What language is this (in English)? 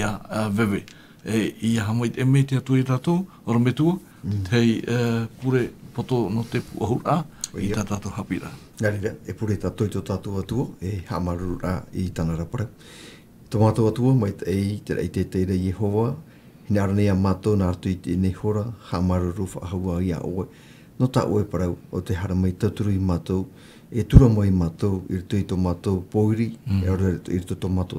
Tahitian